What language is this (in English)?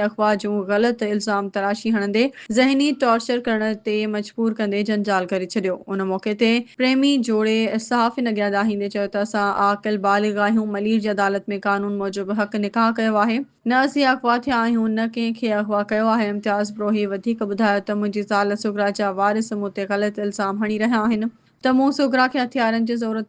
Sindhi